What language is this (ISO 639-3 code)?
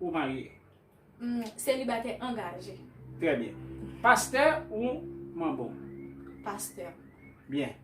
hat